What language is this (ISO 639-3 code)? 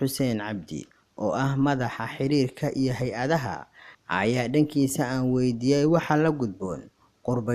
som